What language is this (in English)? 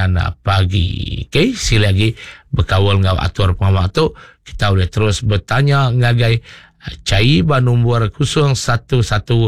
Iban